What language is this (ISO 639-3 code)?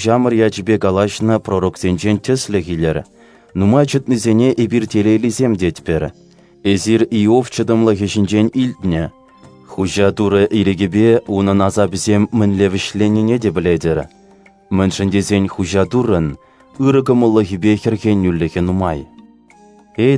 chv